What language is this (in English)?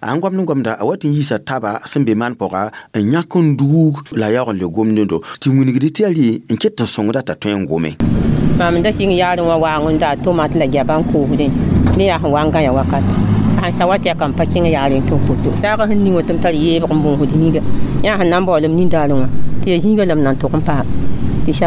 Mossi